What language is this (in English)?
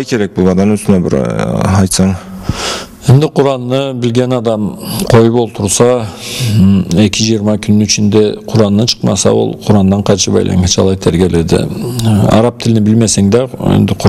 Karachay-Balkar